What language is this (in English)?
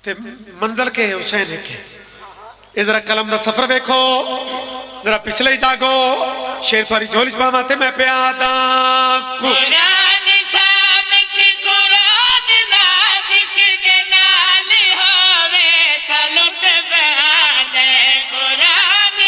Pahari-Potwari